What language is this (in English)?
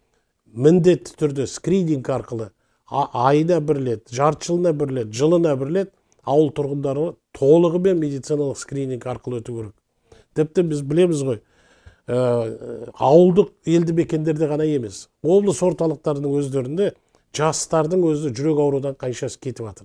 Kazakh